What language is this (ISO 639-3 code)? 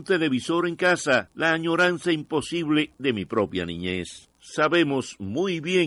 spa